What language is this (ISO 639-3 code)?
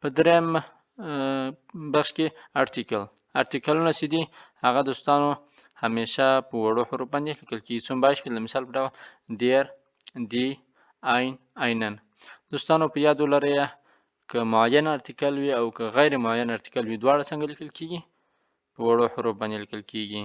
pus